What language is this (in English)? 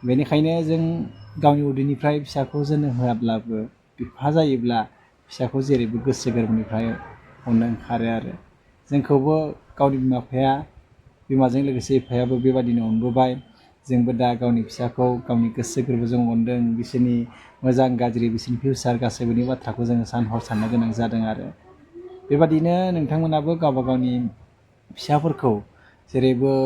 Bodo